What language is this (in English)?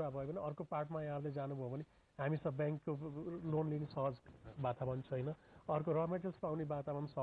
Nepali